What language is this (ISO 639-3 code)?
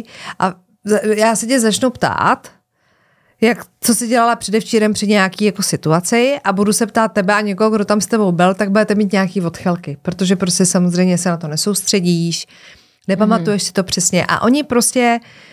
ces